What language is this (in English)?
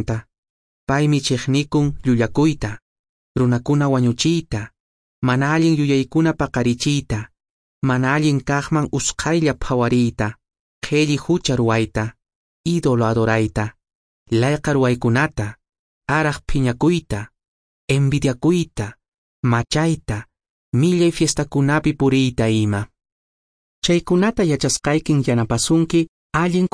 Quechua